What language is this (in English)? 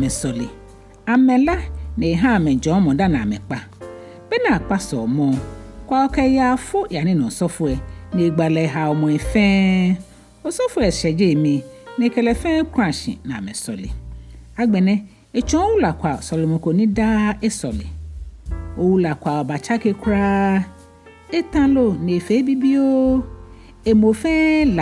Ga